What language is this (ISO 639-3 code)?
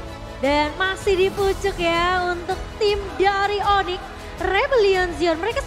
ind